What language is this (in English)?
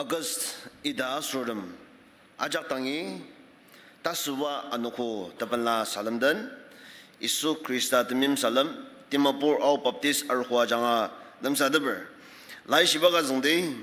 Ao Naga